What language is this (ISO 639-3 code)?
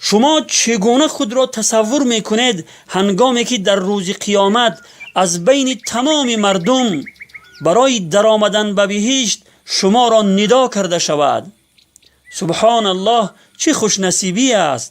tgk